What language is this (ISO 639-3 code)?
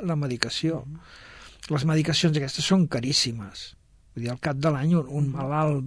cat